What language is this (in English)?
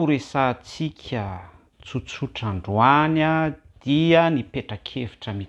Malagasy